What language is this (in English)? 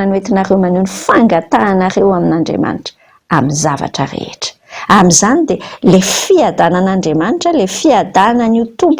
Malagasy